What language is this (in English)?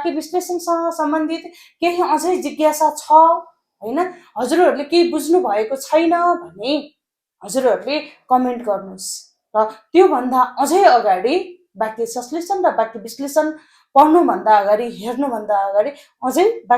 Nepali